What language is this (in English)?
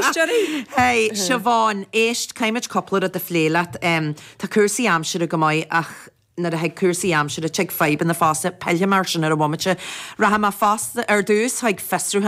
Irish